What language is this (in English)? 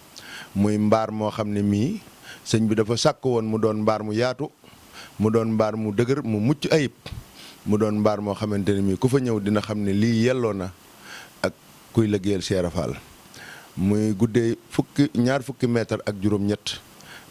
Wolof